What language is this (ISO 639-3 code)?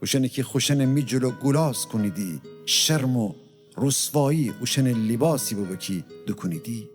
glk